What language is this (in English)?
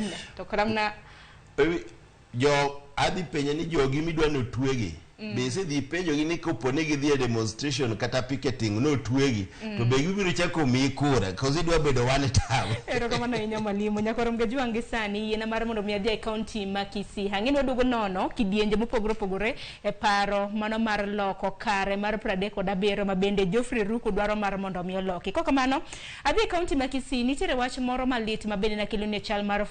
Luo (Kenya and Tanzania)